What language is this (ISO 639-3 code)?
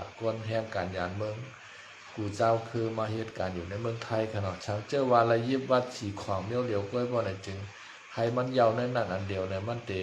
shn